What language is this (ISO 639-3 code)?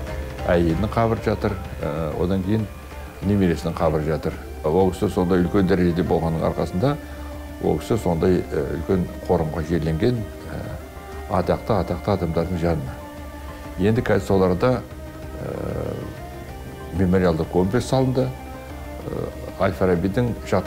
kaz